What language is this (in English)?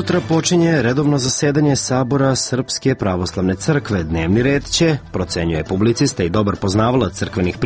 Serbian